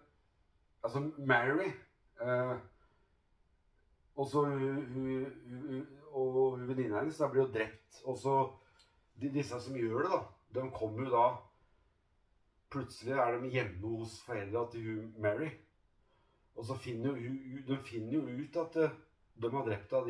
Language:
Norwegian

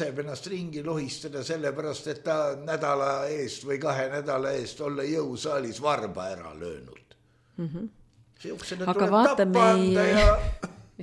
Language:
Estonian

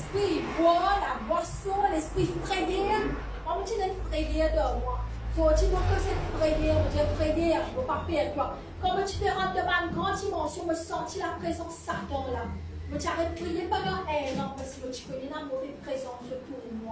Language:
Morisyen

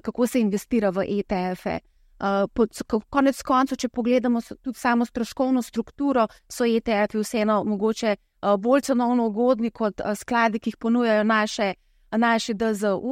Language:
Slovenian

